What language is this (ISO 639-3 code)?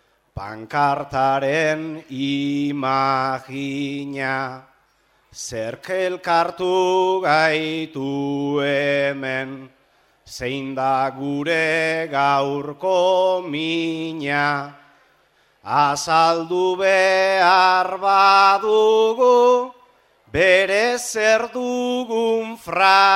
eus